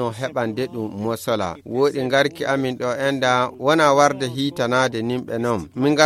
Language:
Nigerian Fulfulde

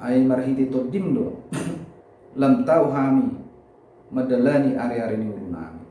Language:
Batak Toba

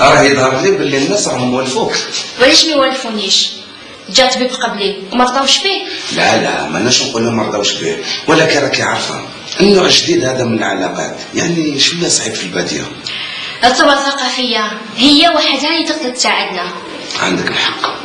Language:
Algerian Arabic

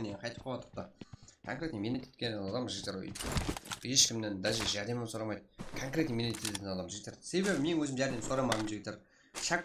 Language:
Kara-Kalpak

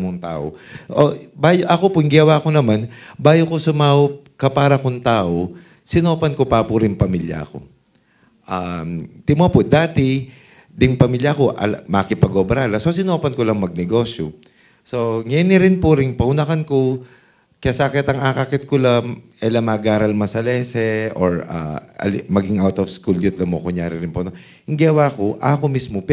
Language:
Pampanga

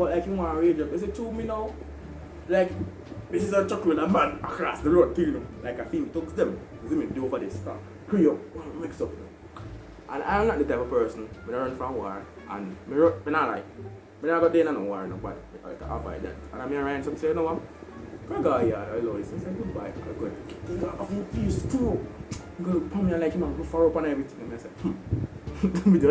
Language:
Jamaican Creole English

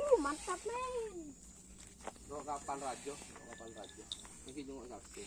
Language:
Madurese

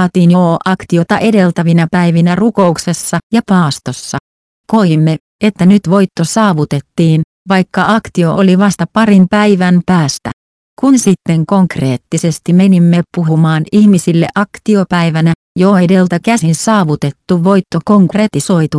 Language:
Finnish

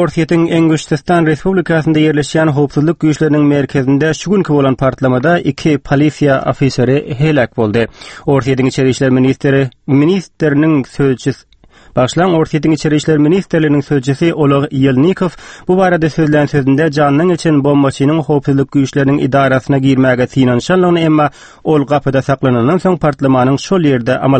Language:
Turkmen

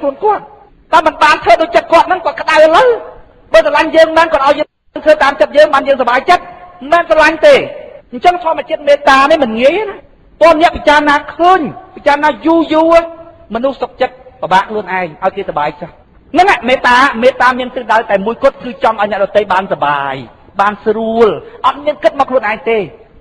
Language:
Khmer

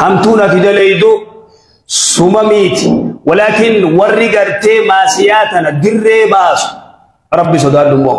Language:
Oromo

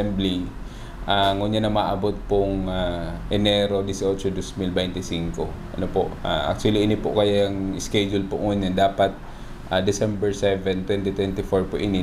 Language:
Bikol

